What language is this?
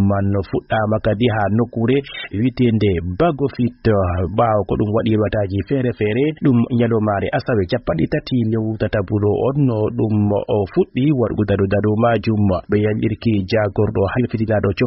Fula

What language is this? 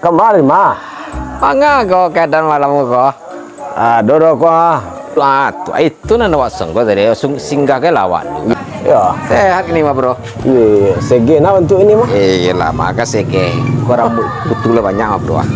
Minangkabau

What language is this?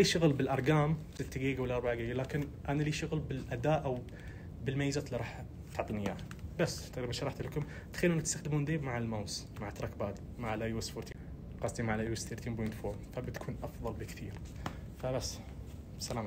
Najdi Arabic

